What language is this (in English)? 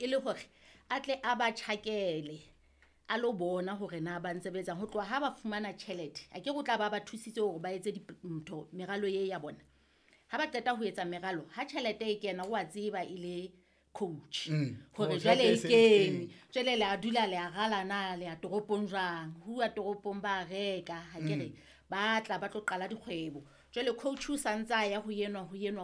Southern Sotho